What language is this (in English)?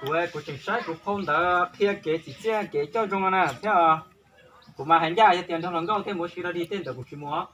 Hmong